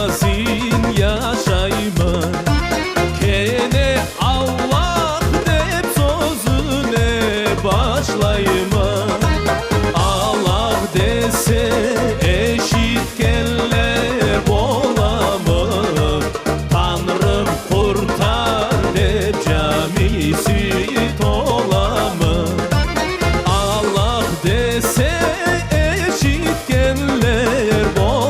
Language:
Crimean Tatar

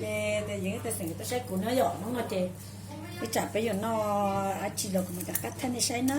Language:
Hmong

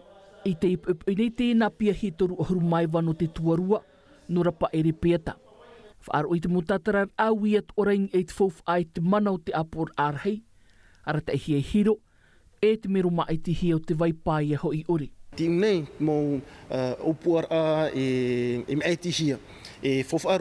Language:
Tahitian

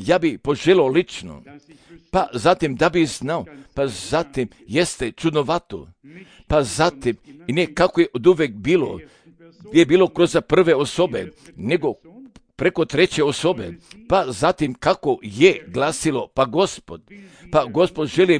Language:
Serbian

